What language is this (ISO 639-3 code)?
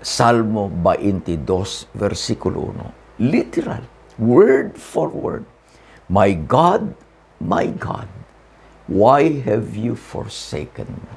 ilo